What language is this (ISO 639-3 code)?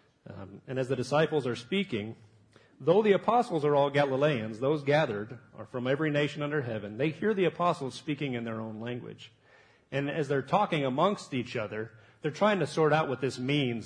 eng